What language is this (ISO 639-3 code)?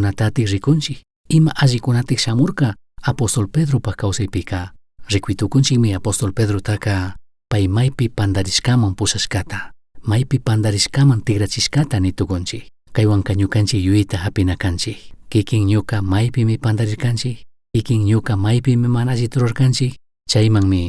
qug